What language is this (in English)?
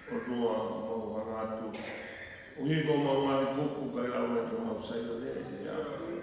Tongan